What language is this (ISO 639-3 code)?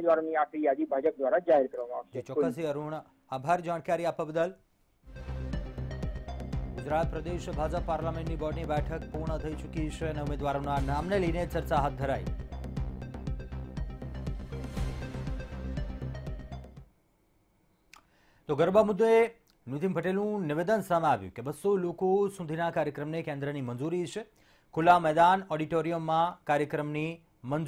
guj